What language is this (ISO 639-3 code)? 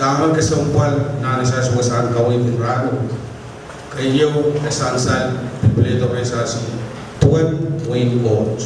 pon